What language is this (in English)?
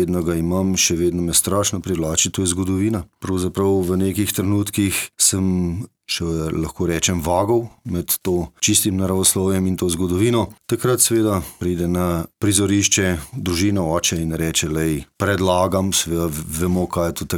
Slovenian